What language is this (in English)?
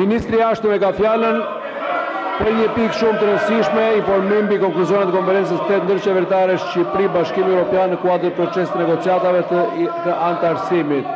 Albanian